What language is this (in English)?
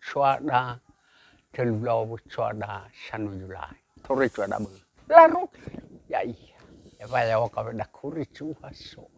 Nias